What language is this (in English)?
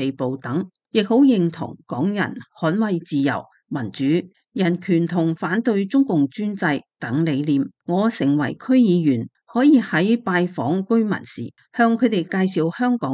Cantonese